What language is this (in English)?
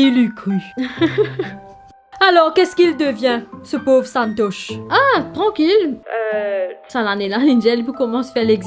Morisyen